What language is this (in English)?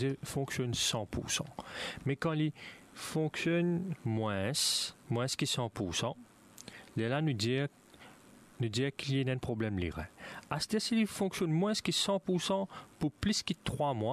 Morisyen